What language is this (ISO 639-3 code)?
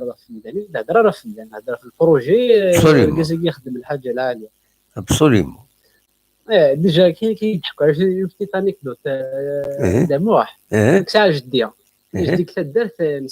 kab